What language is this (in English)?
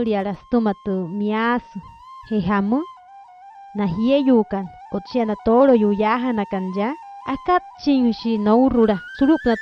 Wayuu